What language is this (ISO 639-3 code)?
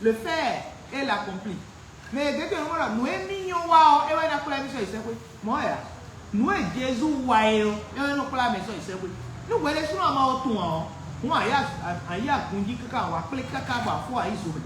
fon